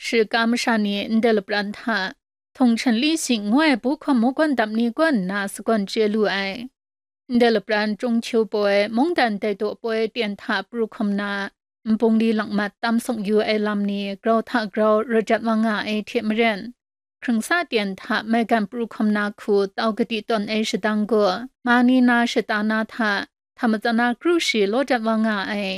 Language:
Kachin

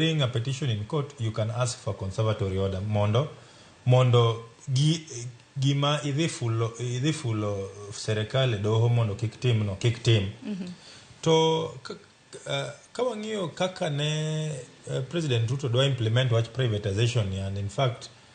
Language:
Luo (Kenya and Tanzania)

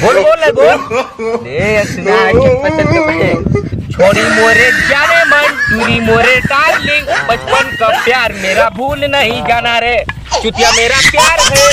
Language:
Chhattisgarhi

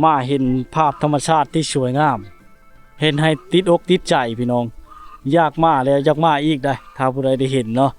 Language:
Lao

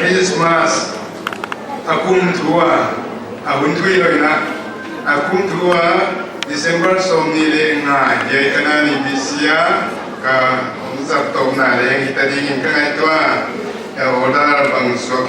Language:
Paite Chin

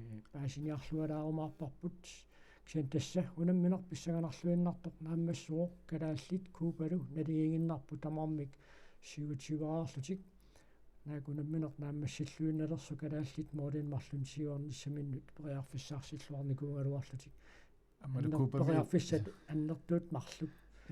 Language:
Kalaallisut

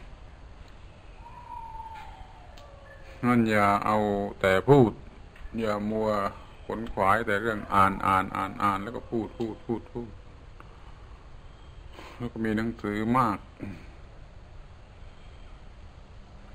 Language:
Thai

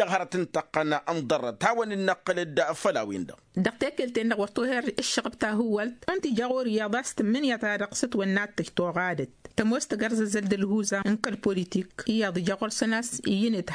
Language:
Tamasheq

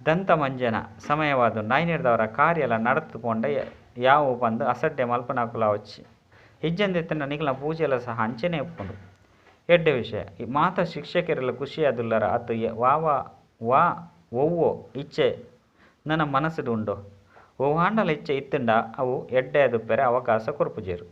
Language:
Tulu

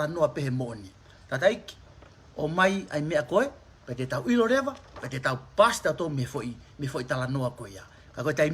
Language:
Tongan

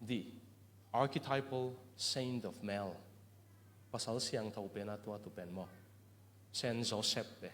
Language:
Tedim Chin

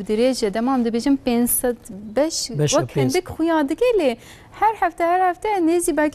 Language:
Kurdish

